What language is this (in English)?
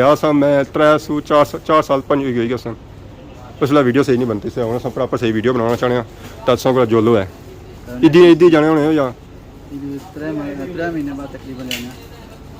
Pahari-Potwari